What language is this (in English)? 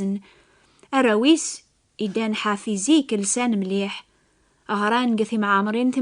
Kabyle